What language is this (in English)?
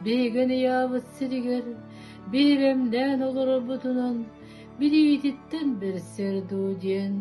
Yakut